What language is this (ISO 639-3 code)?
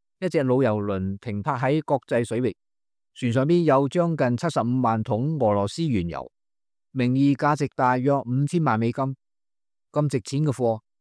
yue